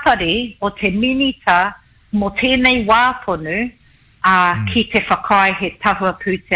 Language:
Māori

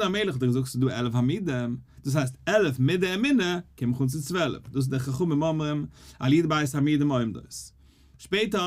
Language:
Yiddish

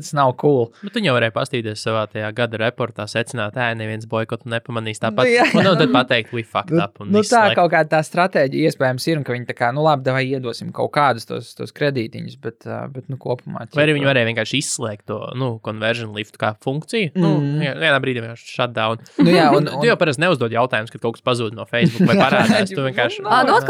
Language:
Latvian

